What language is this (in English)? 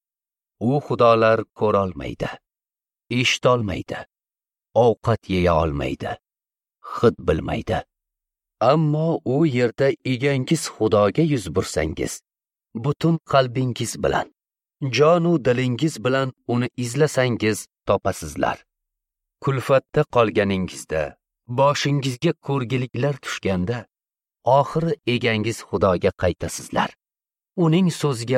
Uzbek